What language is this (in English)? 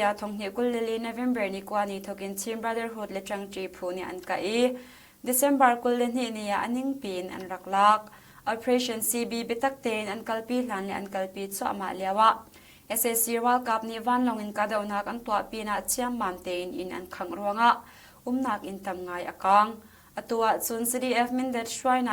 Hakha Chin